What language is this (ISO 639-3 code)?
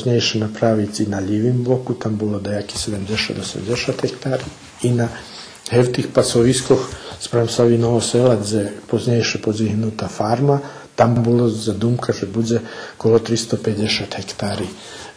rue